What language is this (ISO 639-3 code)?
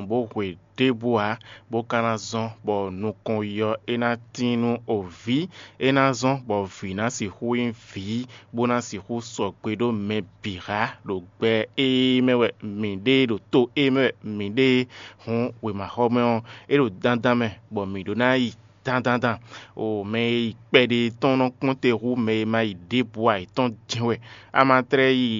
fon